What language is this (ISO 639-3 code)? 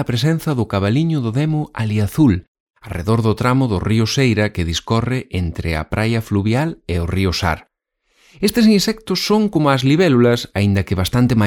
glg